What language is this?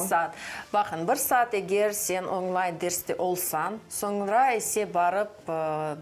Crimean Tatar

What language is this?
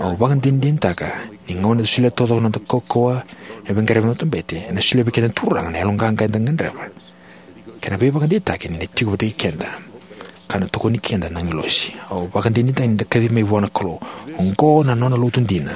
Fijian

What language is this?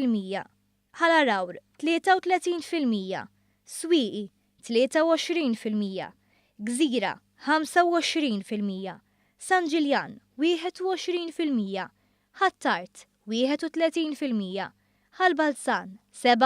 Maltese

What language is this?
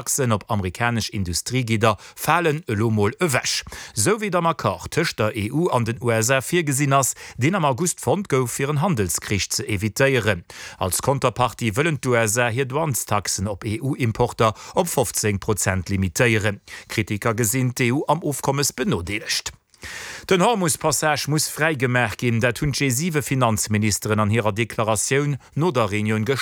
Luxembourgish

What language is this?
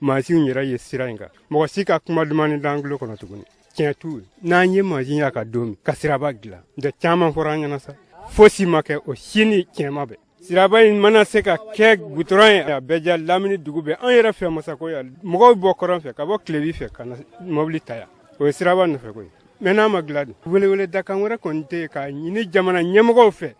Bambara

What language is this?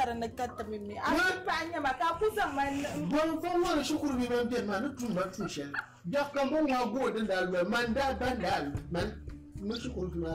Dagbani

